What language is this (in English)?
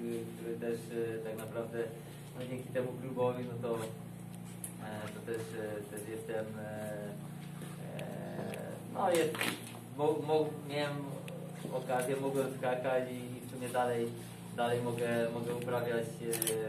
Polish